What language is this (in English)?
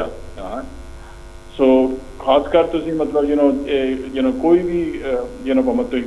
Punjabi